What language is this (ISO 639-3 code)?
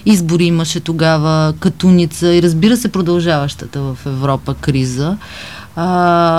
bul